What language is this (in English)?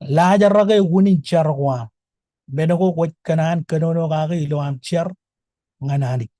Marshallese